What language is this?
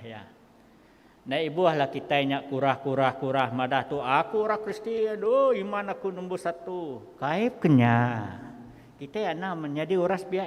Iban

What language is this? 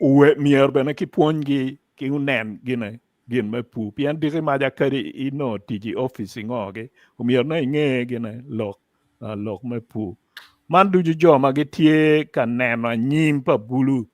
Acoli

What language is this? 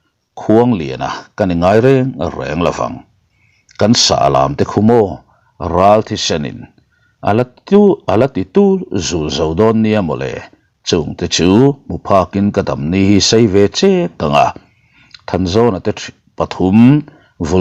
Mizo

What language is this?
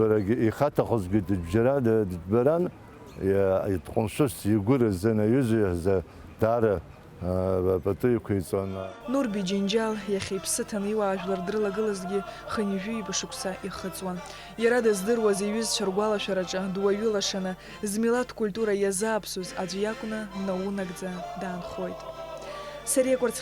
Abkhazian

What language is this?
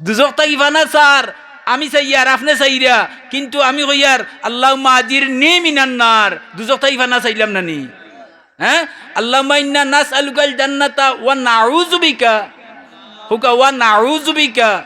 Sylheti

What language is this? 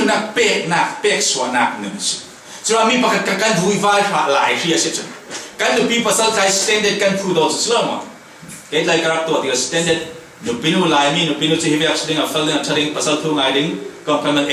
Falam Chin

